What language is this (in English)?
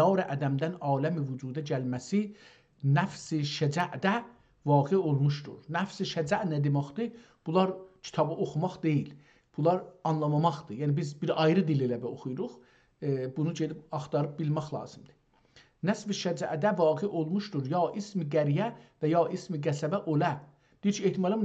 South Azerbaijani